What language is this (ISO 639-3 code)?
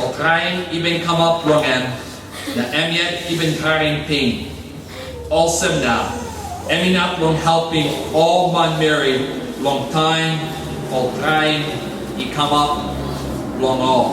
tpi